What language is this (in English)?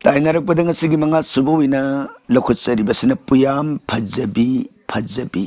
Manipuri